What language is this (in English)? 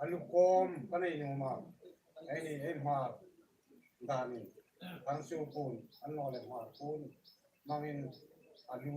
Hmar